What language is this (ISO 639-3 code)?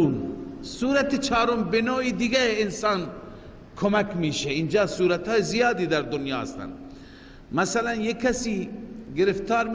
fas